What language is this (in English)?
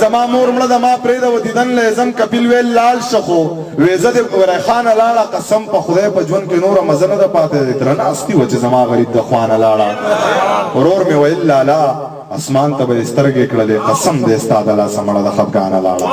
Pashto